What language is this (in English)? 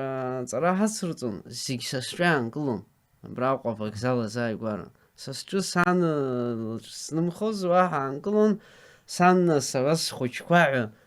Abkhazian